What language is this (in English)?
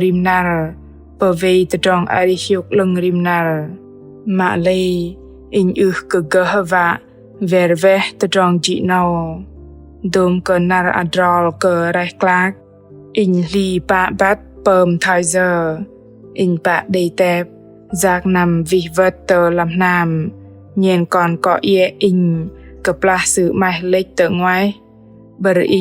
Bahnar